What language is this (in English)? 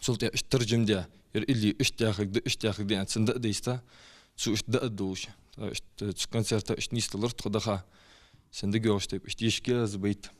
Ingush